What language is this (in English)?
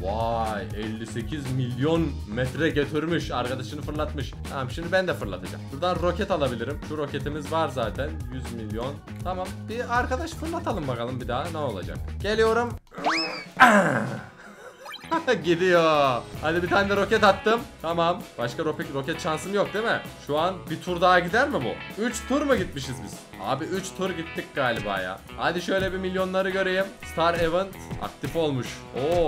Turkish